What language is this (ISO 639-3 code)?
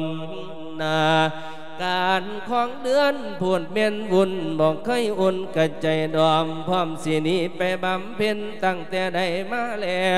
lao